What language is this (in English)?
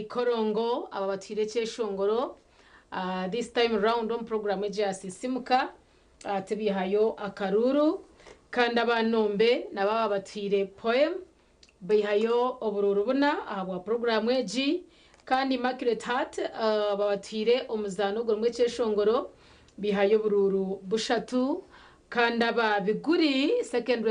Nyankole